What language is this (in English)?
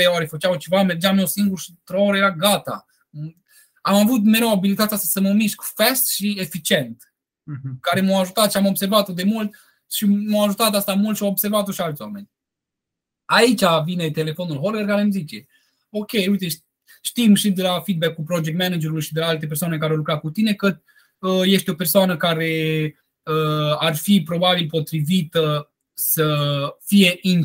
Romanian